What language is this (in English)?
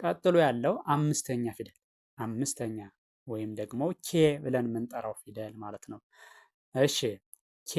Amharic